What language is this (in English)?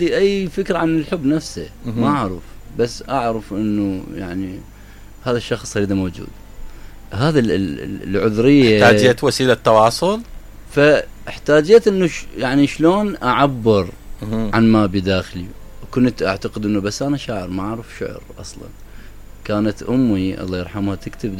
Mesopotamian Arabic